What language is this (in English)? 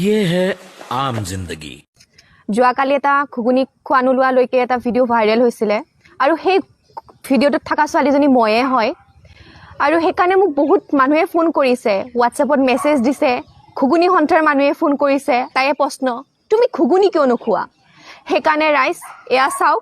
Assamese